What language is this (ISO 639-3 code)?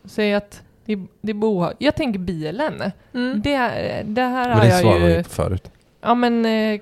swe